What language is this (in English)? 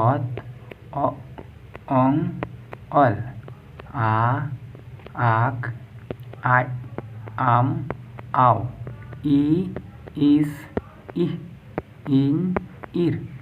Santali